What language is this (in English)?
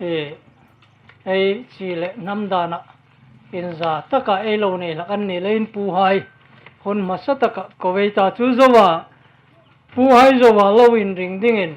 Hmar